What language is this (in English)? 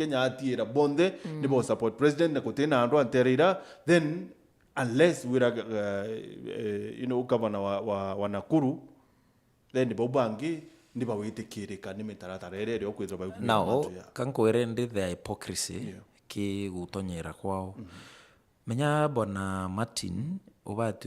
Meru